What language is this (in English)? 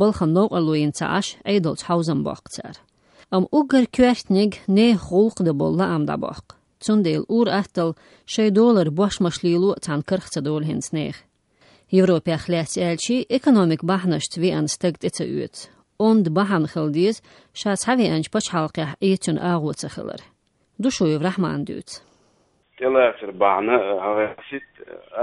Chechen